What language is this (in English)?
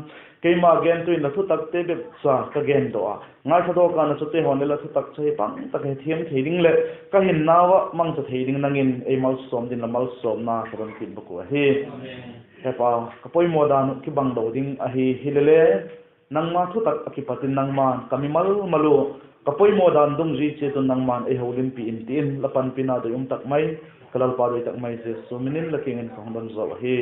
Vaiphei